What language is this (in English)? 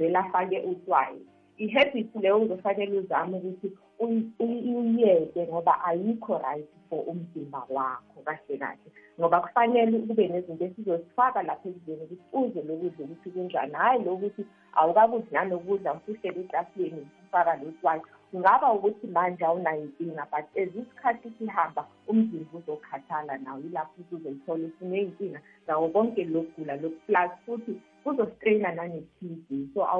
South Ndebele